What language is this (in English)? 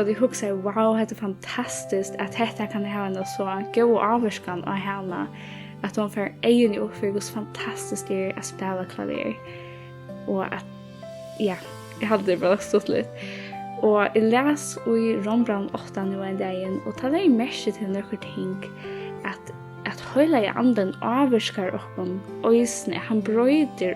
Faroese